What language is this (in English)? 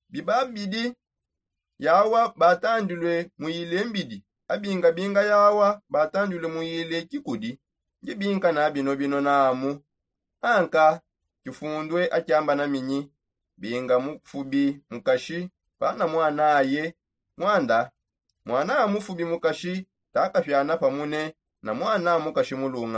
Songe